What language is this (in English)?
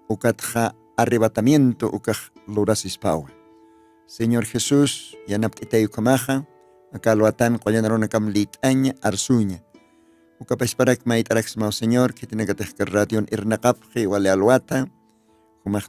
Aymara